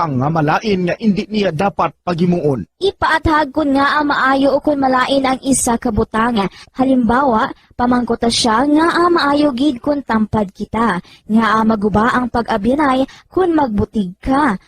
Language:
Hiligaynon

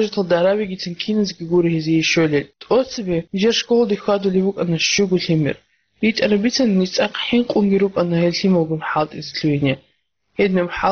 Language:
Avaric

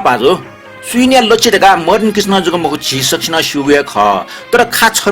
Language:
Newari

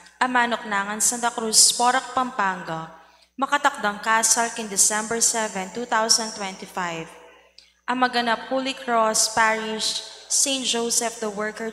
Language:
Pampanga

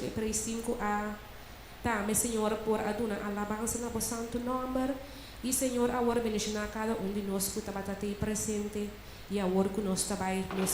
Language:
Papiamento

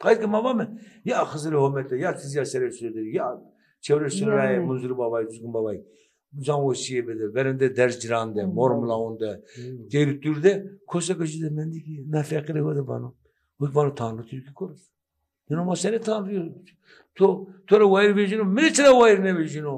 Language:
Zaza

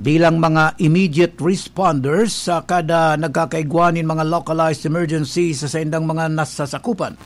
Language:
Bikol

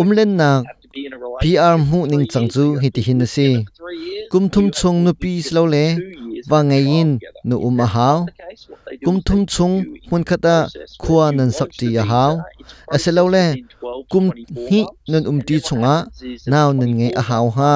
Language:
Hakha Chin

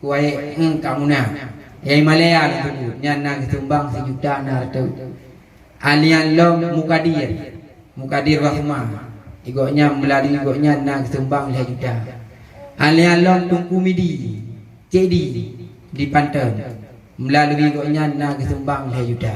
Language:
Achinese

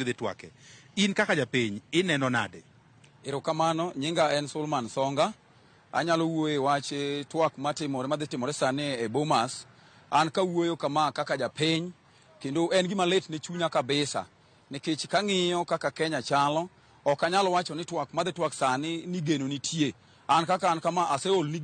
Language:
Luo (Kenya and Tanzania)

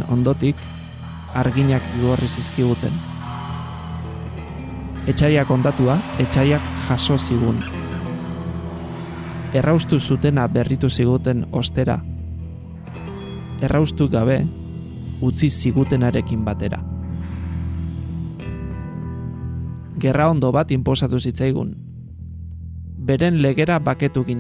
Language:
Basque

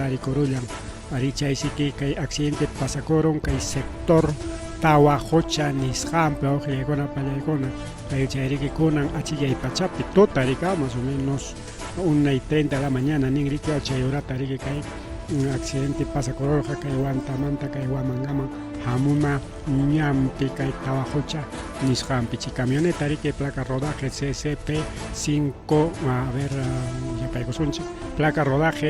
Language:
Ayacucho Quechua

